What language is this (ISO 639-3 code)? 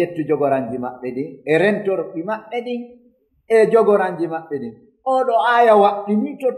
ful